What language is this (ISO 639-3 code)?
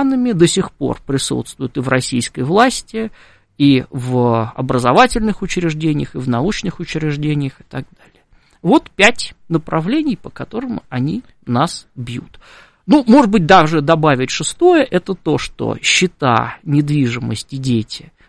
rus